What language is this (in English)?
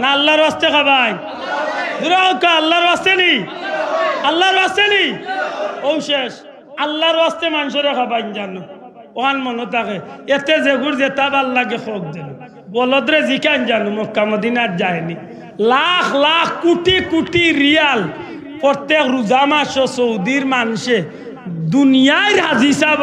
Sylheti